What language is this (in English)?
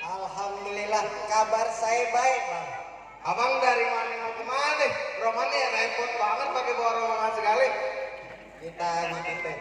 Betawi